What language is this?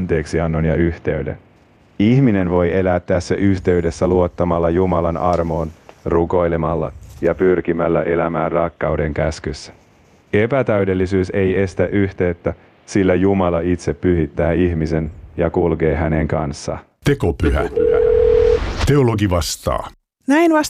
Finnish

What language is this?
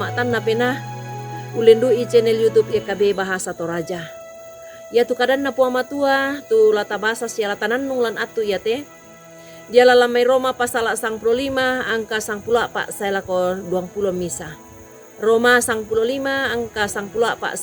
Toraja-Sa'dan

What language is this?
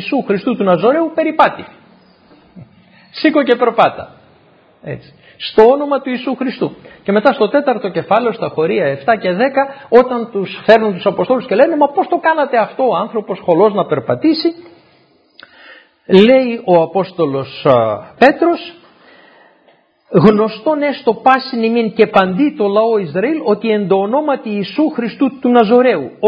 Greek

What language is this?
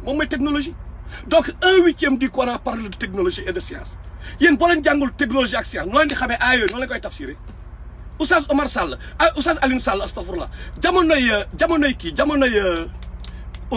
Wolof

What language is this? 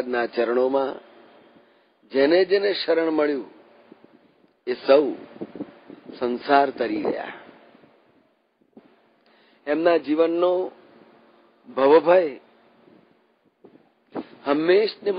Gujarati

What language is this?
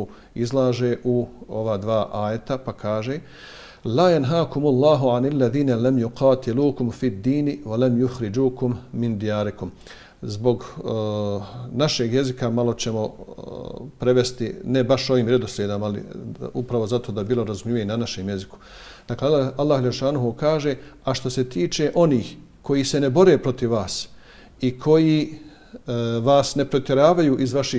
Bosnian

